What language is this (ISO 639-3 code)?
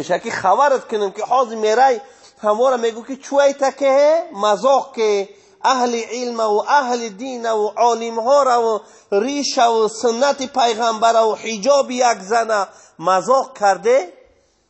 tgk